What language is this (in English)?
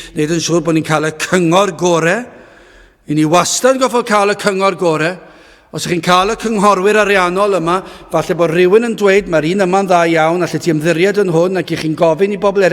Welsh